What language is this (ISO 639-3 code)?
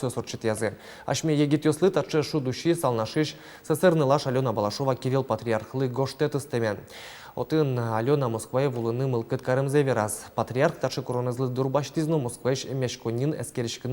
udm